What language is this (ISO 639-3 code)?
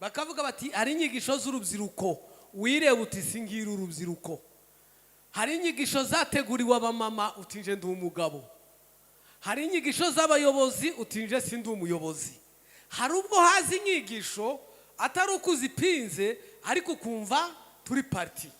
kin